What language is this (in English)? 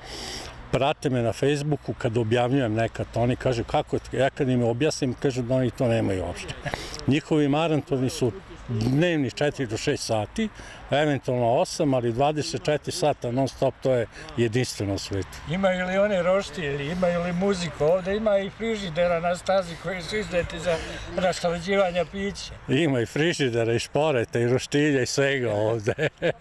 Serbian